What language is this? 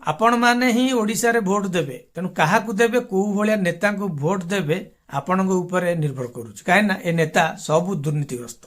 Odia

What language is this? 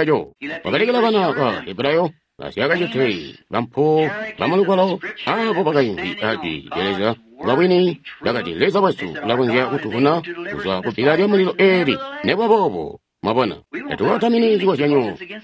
Tonga (Zambia)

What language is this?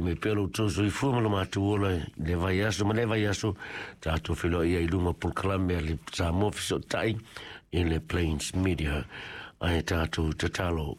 Samoan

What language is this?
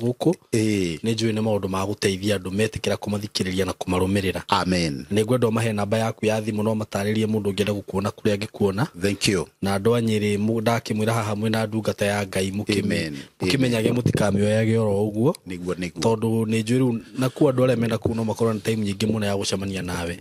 Kikuyu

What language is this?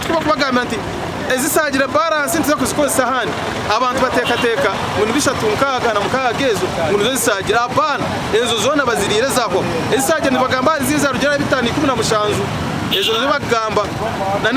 Nyankole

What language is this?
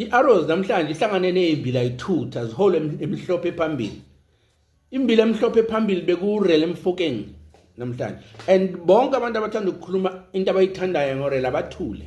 Zulu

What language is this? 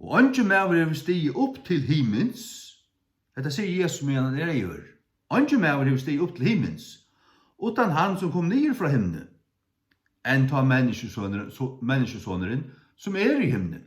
Faroese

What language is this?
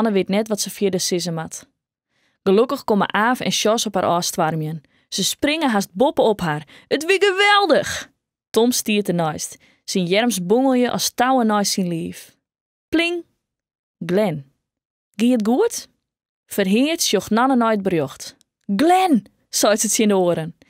Western Frisian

